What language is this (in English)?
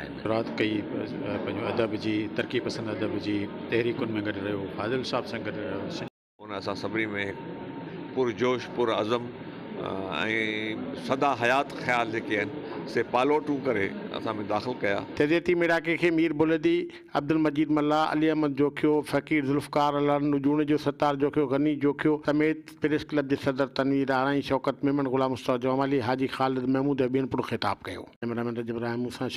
Sindhi